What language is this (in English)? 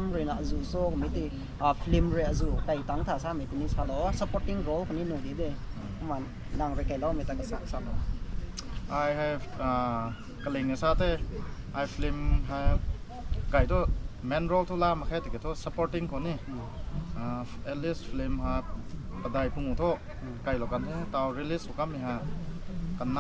Rongmei Naga